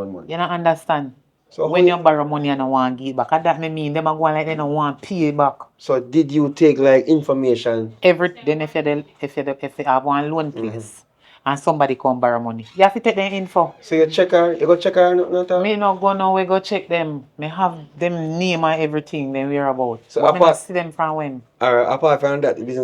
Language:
Jamaican Creole English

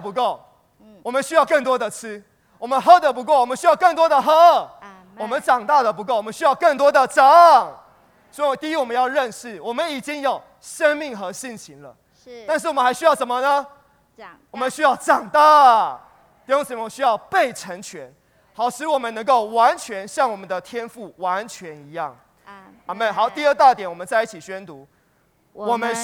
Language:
Chinese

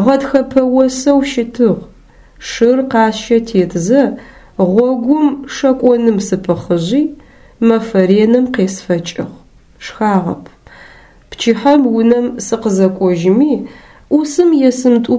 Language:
Adyghe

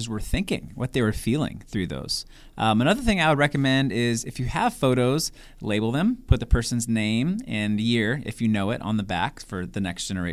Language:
English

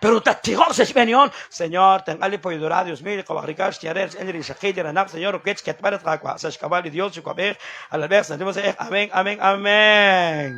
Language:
Kekchí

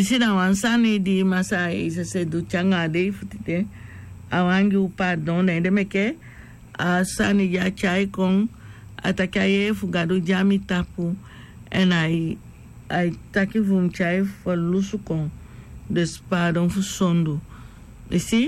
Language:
Sranan Tongo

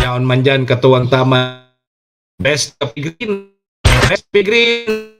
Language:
Bikol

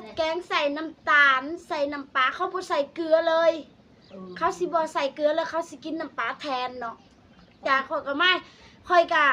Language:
Lao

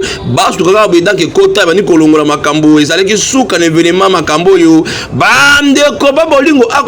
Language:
Lingala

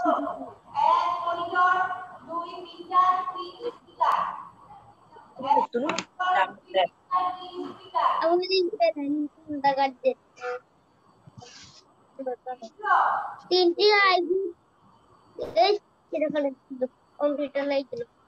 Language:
Bangla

